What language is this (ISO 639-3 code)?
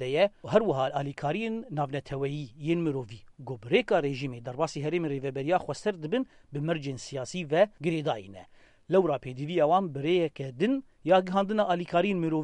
kur